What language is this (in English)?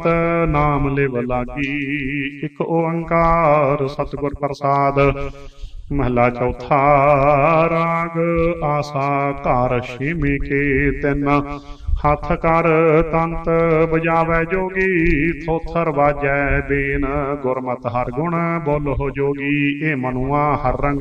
Punjabi